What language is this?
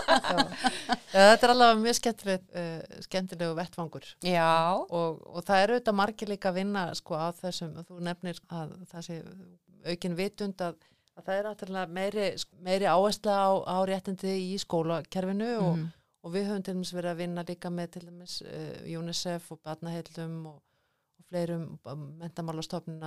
Icelandic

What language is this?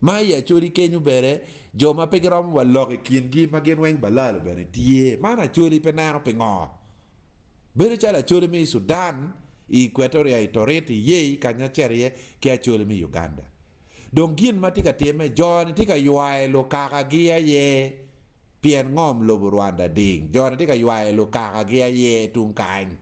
Acoli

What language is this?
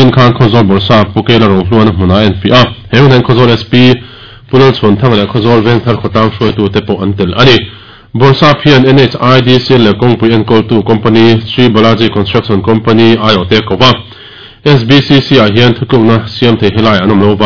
Mizo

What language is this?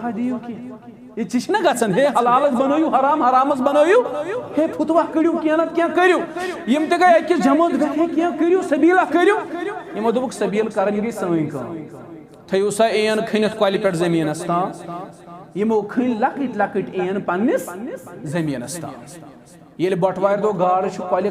Kashmiri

